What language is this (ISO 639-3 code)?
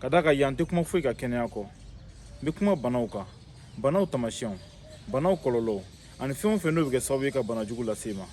bam